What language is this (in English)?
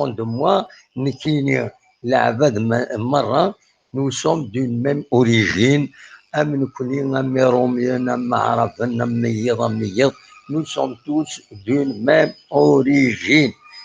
Kabyle